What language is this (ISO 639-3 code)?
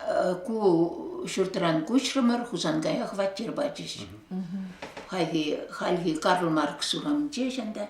chv